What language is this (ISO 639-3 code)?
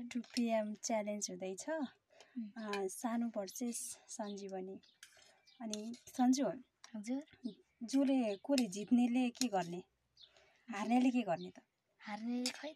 nep